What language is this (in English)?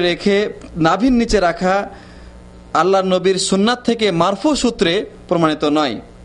Bangla